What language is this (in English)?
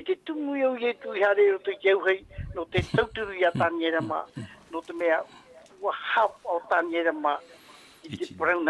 Tahitian